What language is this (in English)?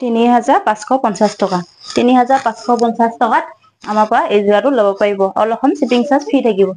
Assamese